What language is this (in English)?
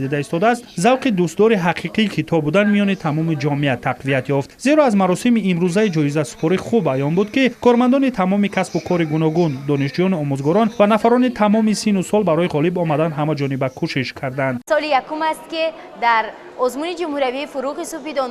Tajik